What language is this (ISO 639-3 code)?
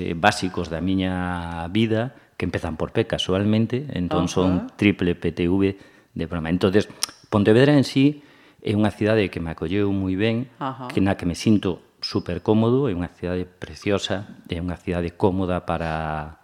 glg